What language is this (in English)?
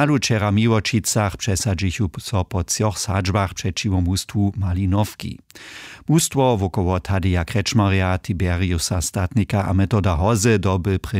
Upper Sorbian